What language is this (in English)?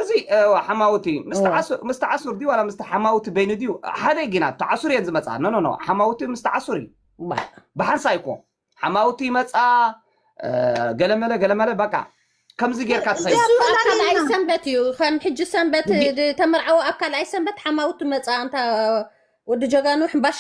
Tigrinya